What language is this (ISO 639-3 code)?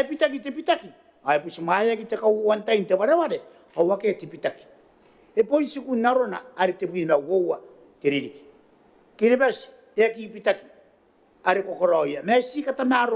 gil